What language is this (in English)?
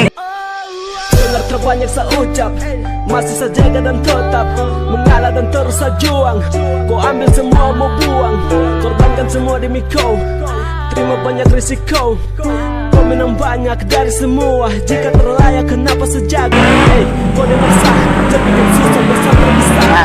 Ambonese Malay